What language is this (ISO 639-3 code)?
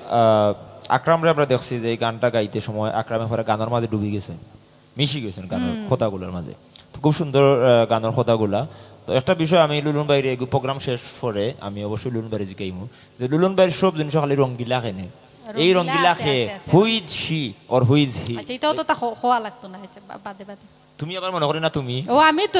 syl